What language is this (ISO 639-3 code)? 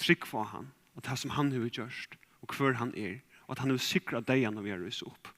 fao